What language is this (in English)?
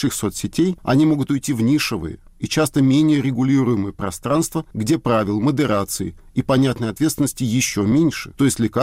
Russian